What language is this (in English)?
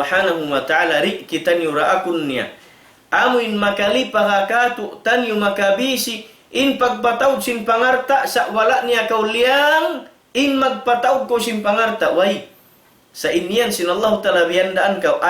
Tausug